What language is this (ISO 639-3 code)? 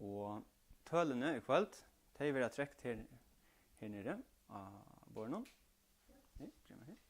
fao